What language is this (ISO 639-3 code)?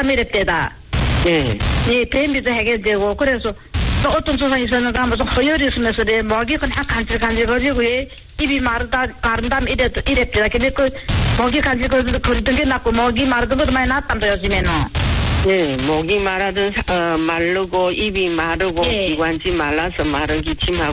kor